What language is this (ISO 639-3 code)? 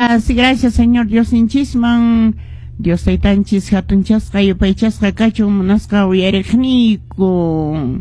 que